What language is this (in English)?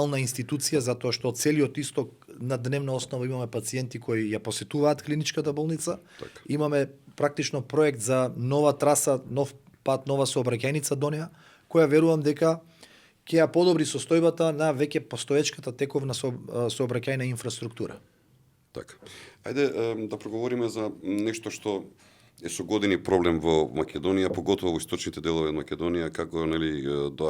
Macedonian